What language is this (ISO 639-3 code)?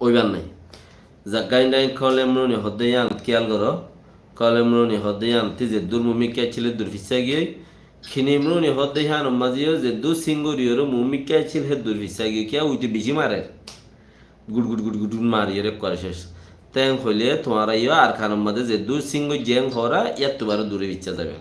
rhg